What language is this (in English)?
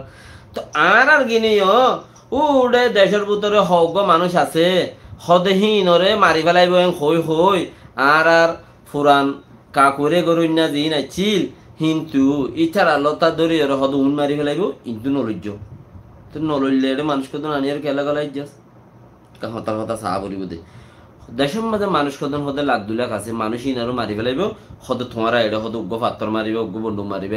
Rohingya